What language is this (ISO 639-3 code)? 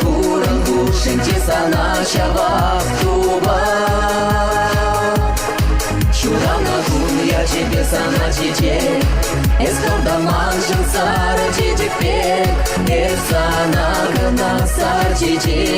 chv